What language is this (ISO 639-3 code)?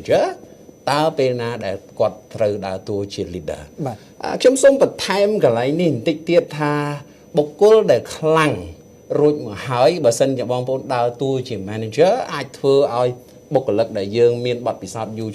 khm